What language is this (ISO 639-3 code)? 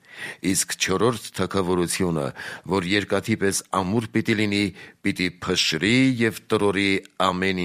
hye